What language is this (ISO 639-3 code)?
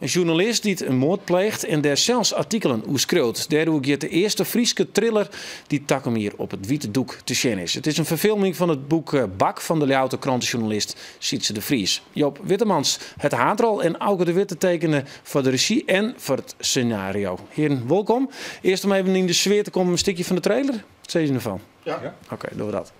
fry